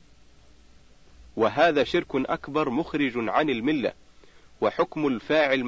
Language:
Arabic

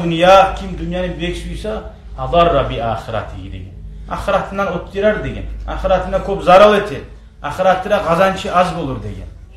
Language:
Kumyk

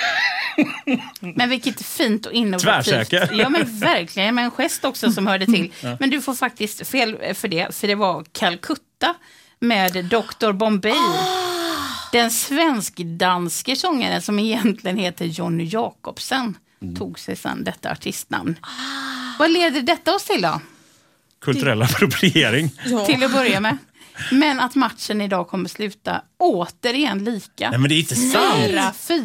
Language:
Swedish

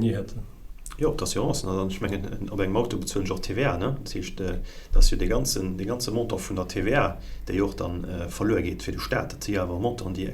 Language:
Luxembourgish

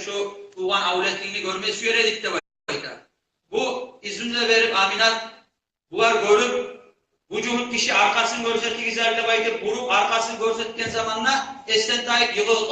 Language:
Kumyk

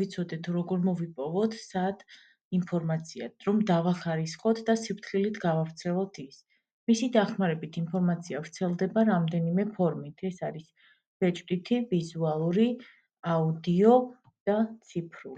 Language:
Georgian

